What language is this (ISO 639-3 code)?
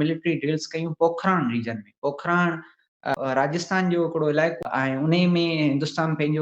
snd